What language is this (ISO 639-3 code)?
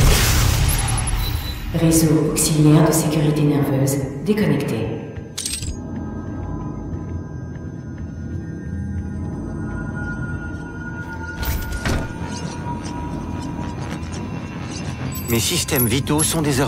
fra